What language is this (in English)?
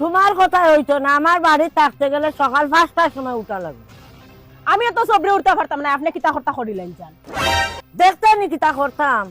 Sylheti